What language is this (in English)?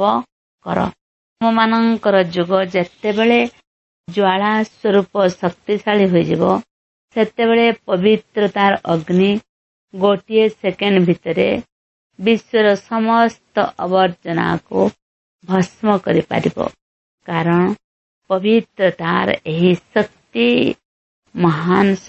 Odia